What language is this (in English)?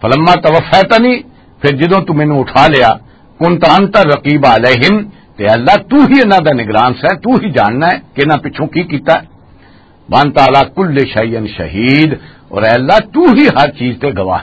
Western Panjabi